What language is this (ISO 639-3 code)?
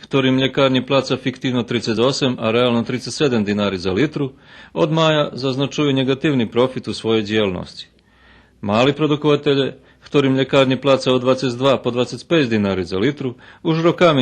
rue